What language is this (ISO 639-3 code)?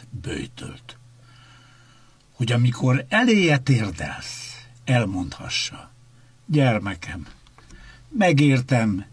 hun